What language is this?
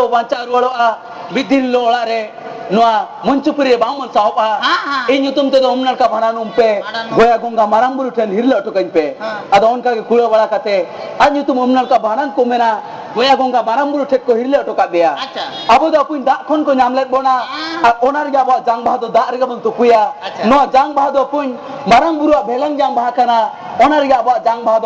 Santali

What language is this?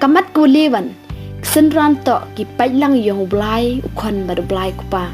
Pnar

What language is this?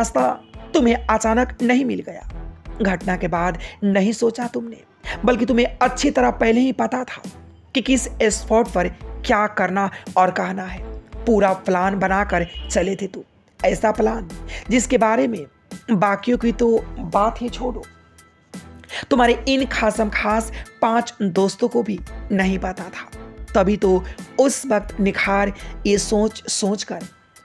Hindi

